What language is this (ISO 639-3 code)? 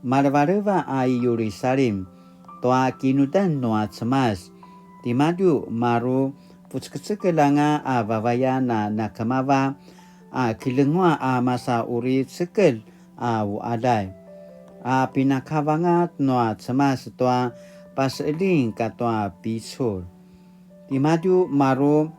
pwn